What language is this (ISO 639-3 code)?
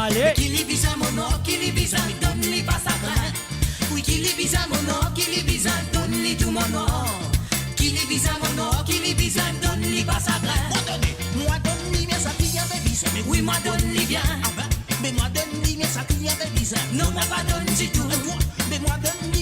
mfe